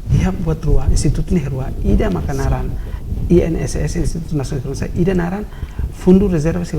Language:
Tetum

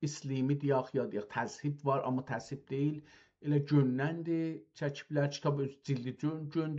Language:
South Azerbaijani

